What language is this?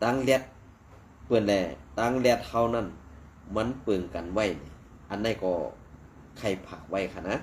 Shan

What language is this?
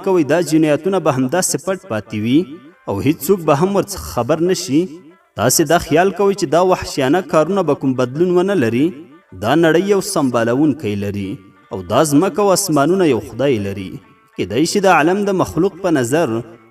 Pashto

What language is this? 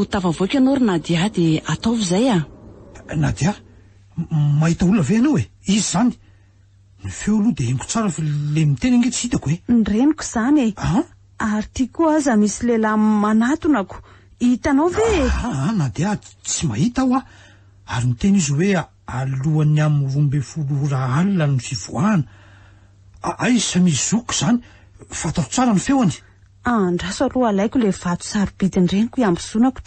Malagasy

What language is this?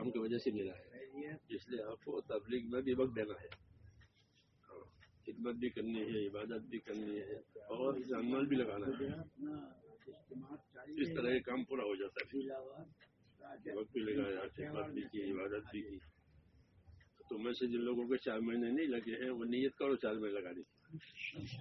Urdu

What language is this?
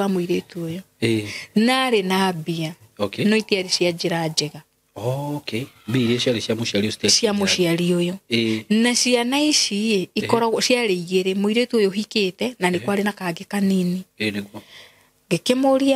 Kikuyu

